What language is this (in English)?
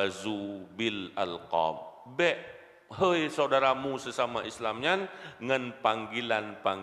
Achinese